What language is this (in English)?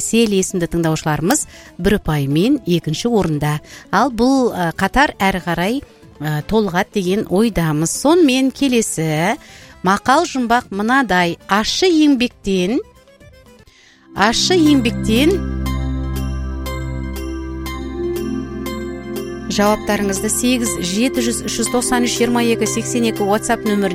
Kazakh